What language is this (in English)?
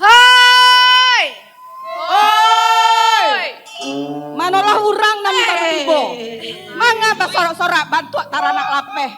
Minangkabau